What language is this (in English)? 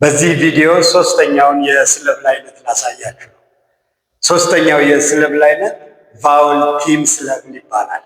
Amharic